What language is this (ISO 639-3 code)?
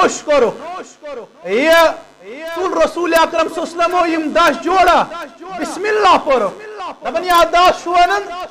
kas